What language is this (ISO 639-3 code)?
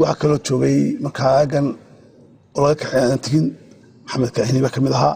som